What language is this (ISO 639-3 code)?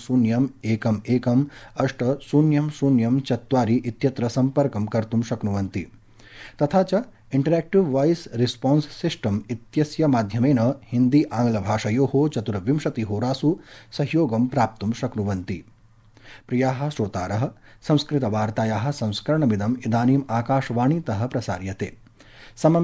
san